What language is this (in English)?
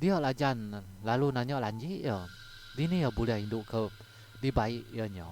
Iban